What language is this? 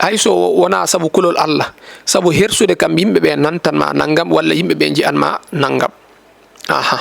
Fula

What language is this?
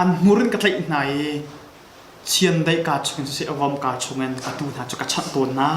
Hakha Chin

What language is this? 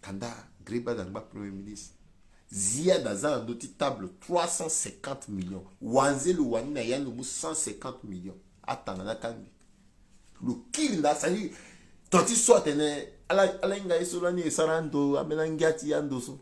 Sango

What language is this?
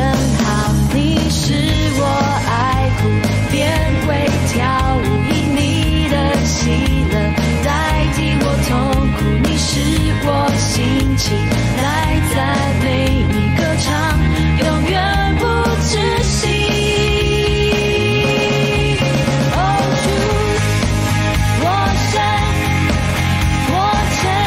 Chinese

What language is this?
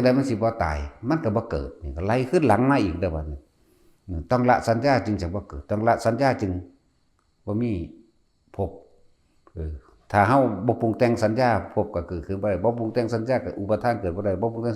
Lao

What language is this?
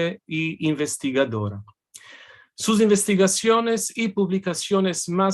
Ladino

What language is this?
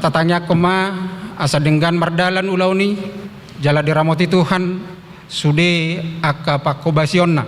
Batak Toba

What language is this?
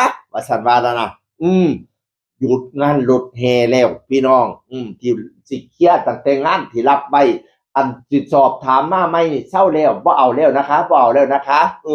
Northeastern Thai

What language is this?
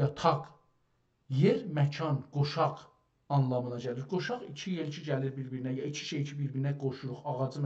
South Azerbaijani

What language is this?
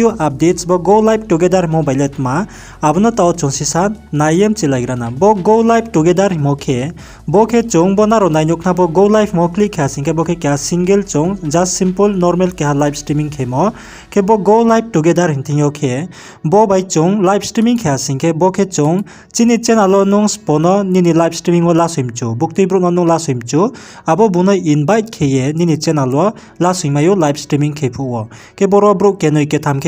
Riang (India)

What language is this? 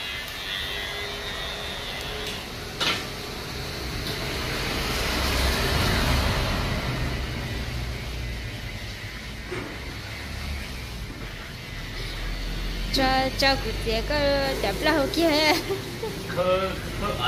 Vietnamese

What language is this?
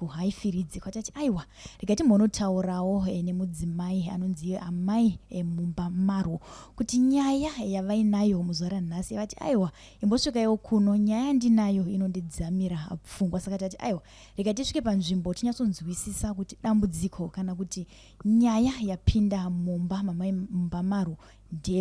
Shona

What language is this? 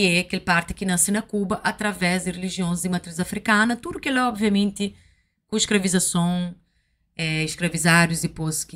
Kabuverdianu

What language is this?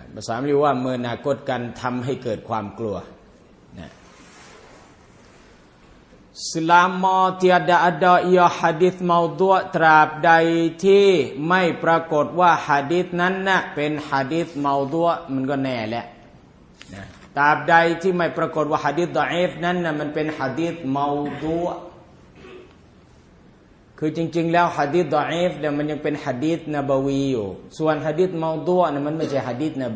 Thai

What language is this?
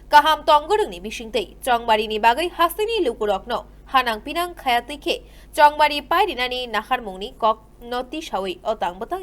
Kok Borok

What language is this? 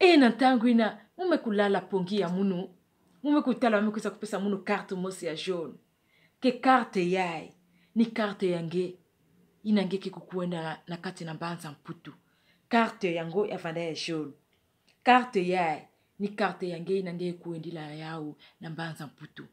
Kituba (Democratic Republic of Congo)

